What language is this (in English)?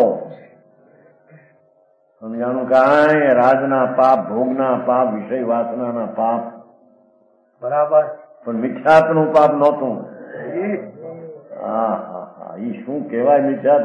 Gujarati